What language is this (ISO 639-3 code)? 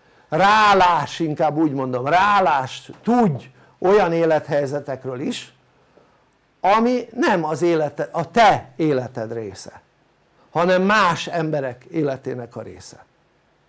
hun